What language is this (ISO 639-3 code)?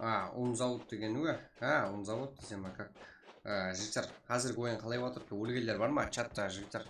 kaa